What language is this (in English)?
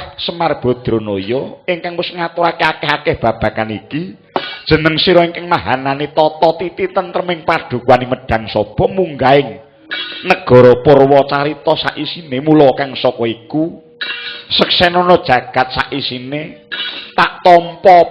Javanese